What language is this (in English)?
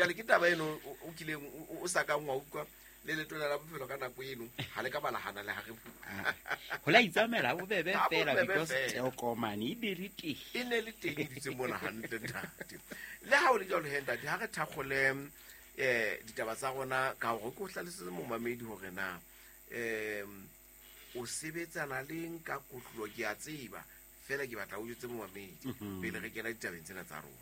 Southern Sotho